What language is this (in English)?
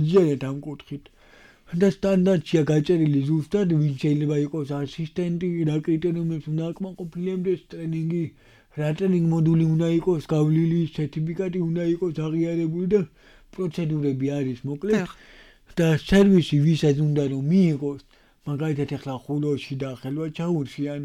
Georgian